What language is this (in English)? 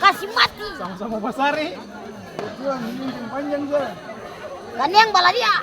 Ambonese Malay